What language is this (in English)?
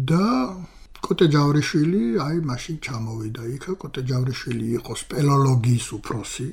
Georgian